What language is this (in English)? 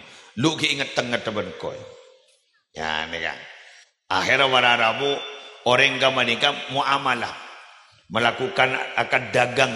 Madurese